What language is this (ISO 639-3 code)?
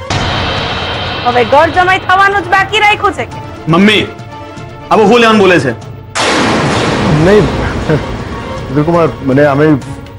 guj